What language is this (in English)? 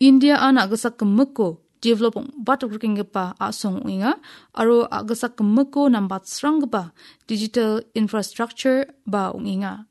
Garo